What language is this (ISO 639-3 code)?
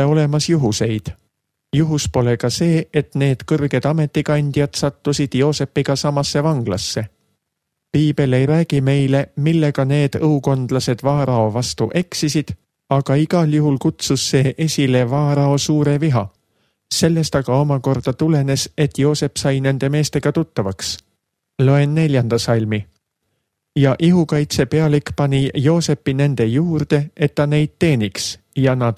est